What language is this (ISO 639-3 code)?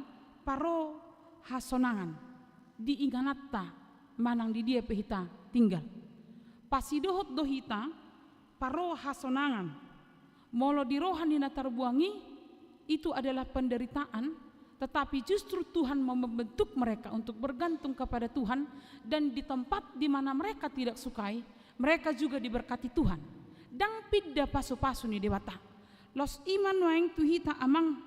bbc